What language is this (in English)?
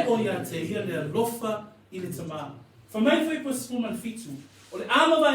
Samoan